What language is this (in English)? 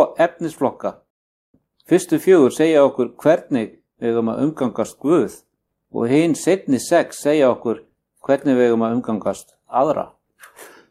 Icelandic